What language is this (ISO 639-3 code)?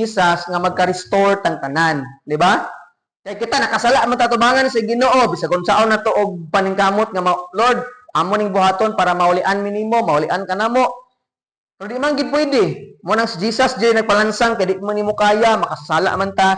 ceb